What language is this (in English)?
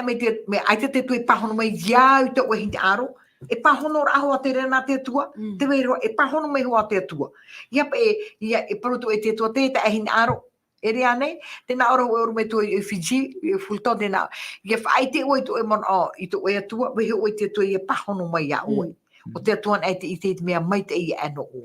Tahitian